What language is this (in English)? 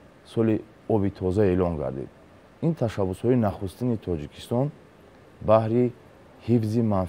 Tajik